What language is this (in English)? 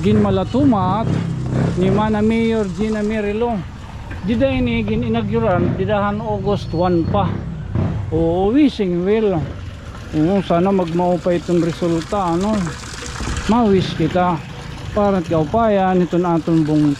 Waray